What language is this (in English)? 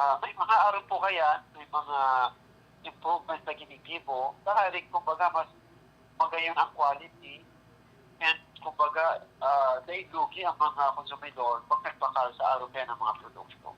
Bikol